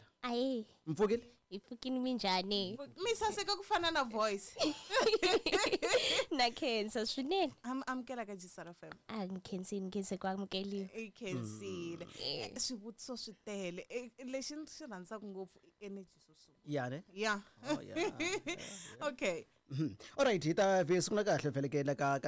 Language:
Tsonga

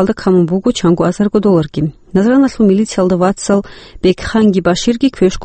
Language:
Avaric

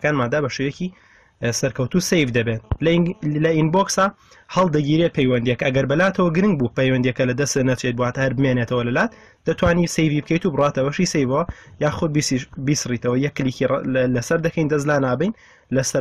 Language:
Central Kurdish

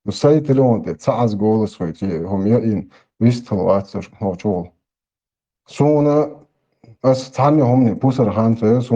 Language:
Chechen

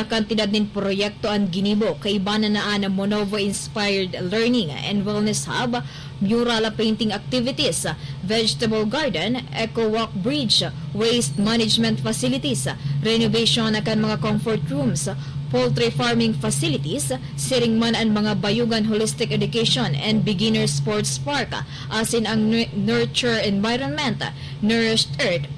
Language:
Bikol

